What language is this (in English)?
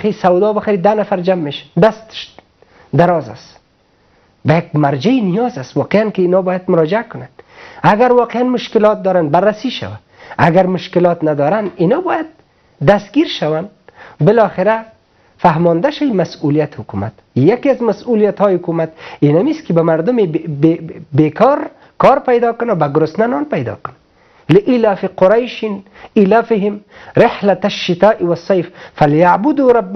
Persian